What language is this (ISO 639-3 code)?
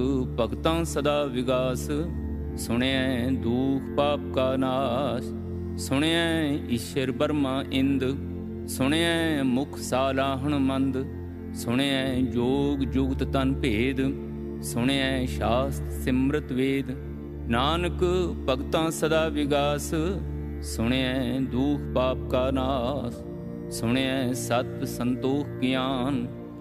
pan